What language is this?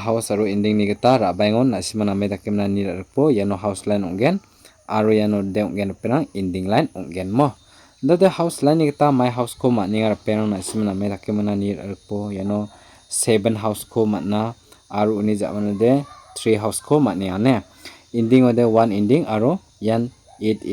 Garo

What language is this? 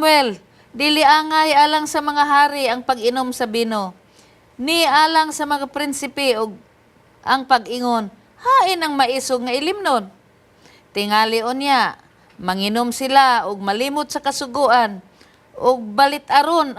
Cebuano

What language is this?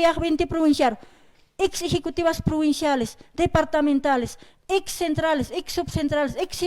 Aymara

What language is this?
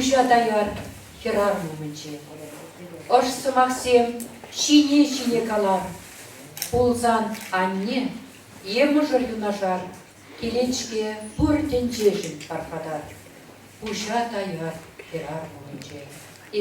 Chuvash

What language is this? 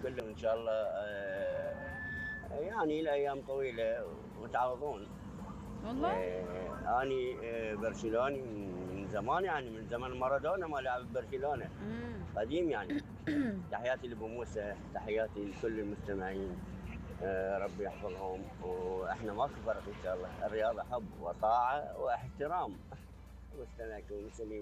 Mesopotamian Arabic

